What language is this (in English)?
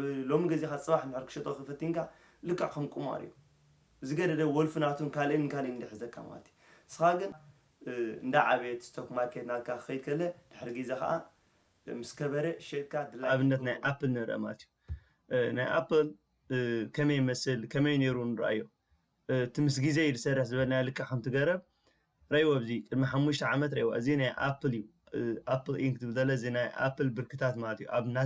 Tigrinya